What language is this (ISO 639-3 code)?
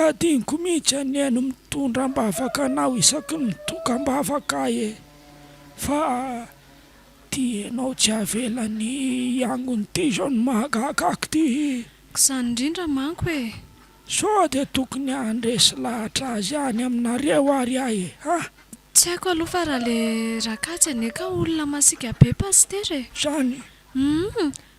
mlg